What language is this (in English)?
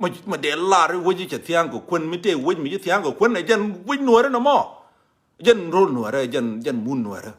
Nuer